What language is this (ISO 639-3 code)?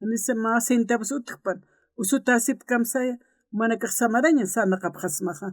aym